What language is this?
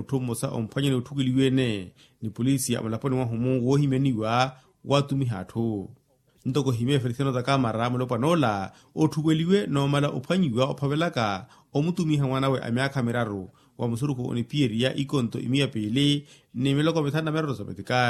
Makhuwa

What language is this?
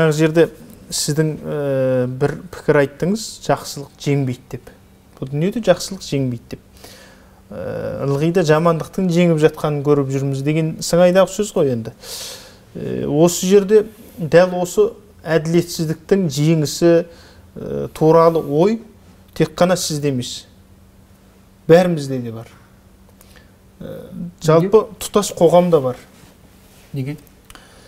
Kazakh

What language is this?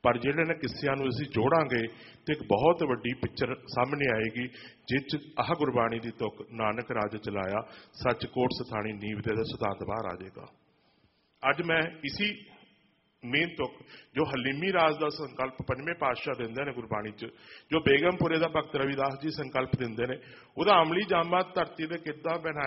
Punjabi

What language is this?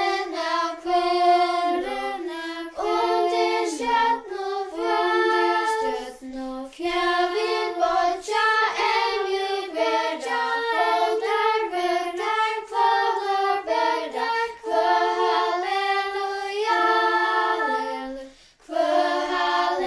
Faroese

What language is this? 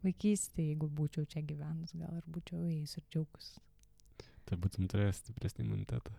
Lithuanian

